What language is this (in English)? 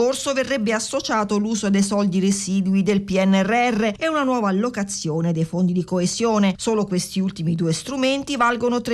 Italian